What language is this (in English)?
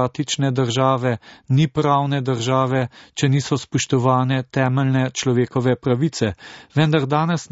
Slovenian